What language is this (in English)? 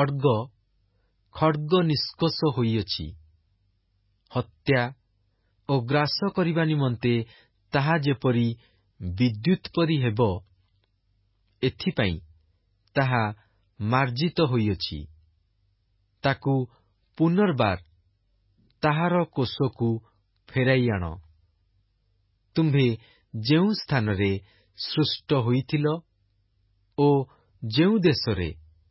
Odia